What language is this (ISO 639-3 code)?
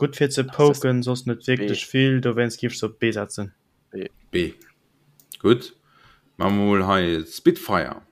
ltz